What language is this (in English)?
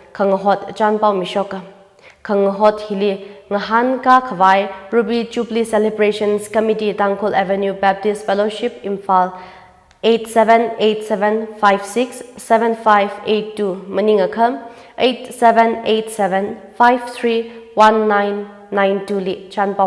Tangkhul Naga (India)